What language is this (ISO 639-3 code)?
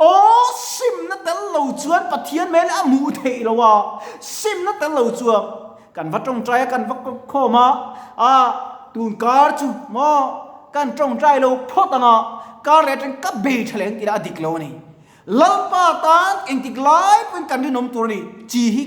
lus